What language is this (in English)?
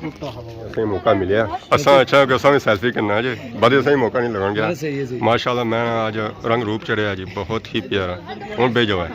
Pahari-Potwari